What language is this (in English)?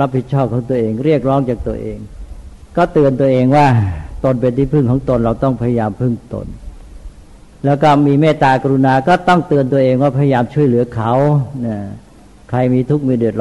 Thai